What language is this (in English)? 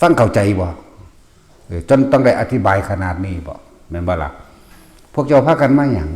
Northeastern Thai